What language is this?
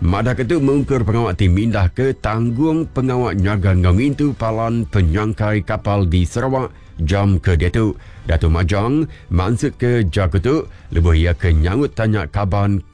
Iban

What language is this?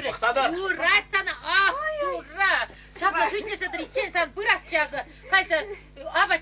Chuvash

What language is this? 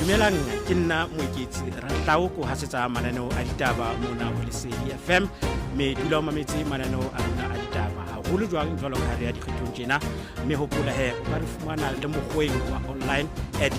Southern Sotho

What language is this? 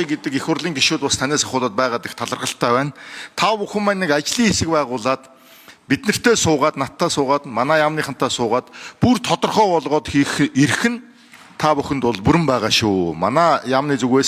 Mongolian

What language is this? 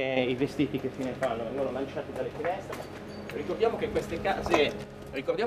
Italian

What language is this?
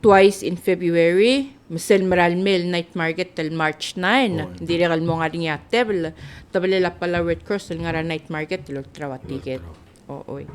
Palauan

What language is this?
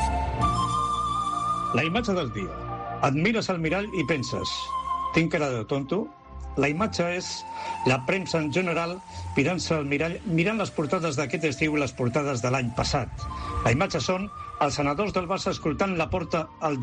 Catalan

